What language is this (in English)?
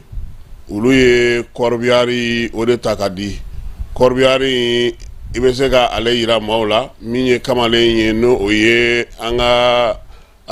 Bambara